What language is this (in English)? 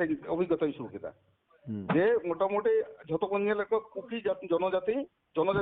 Santali